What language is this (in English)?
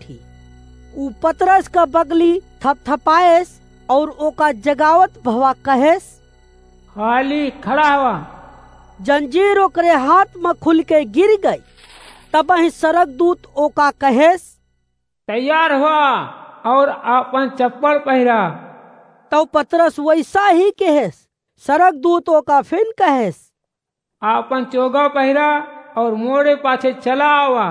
Awadhi